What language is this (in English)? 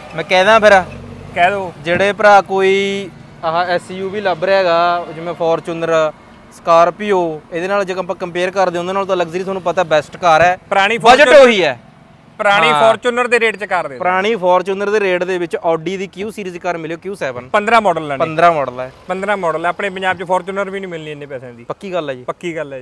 Punjabi